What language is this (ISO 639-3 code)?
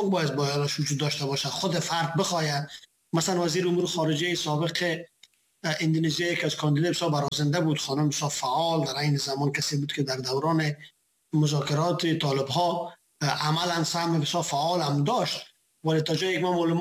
fas